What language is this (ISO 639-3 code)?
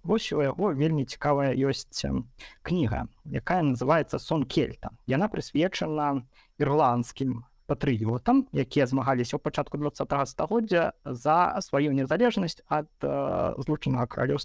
bel